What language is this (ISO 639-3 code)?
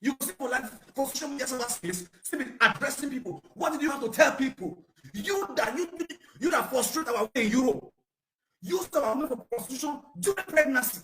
pcm